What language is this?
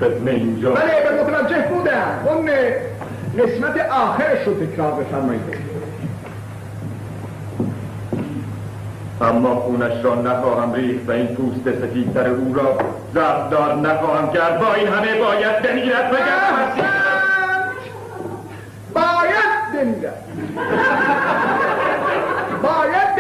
Persian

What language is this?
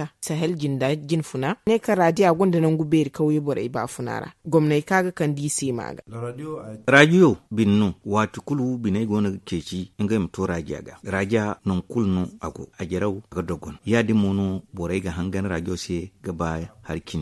Zarma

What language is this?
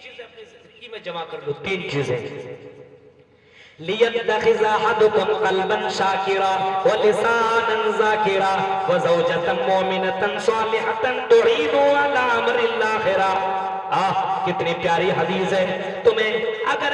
Urdu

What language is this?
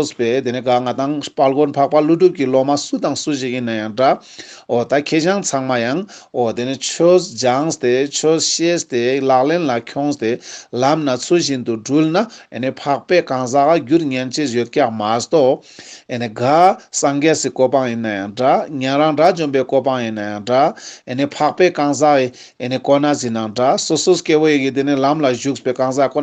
Ladakhi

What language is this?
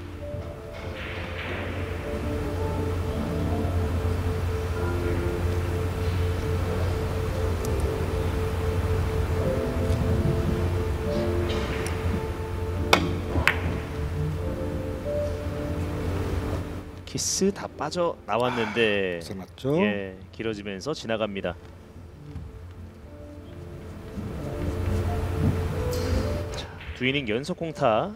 Korean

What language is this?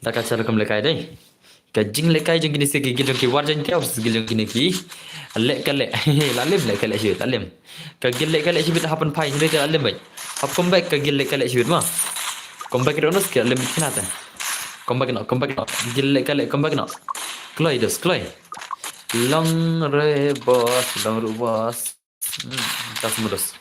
Khasi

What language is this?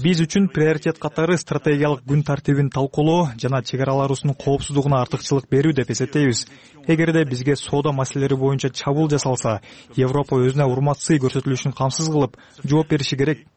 Kyrgyz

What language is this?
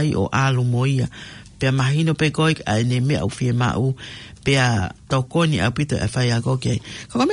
Tongan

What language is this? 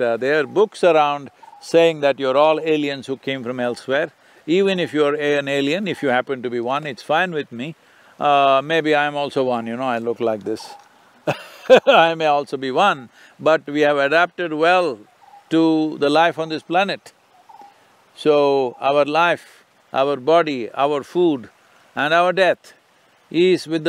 English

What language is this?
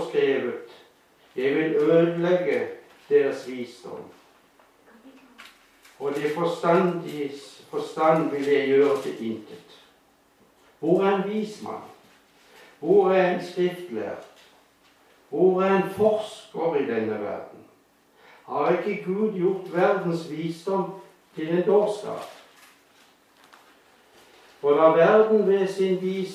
Norwegian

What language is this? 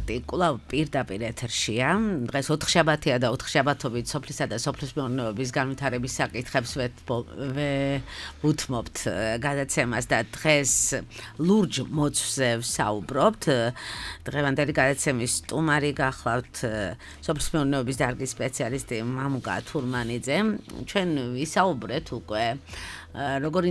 Georgian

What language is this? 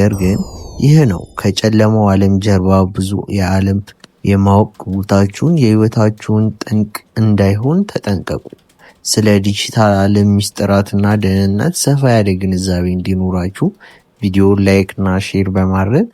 Amharic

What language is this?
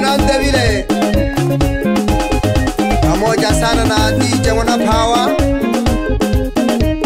Swahili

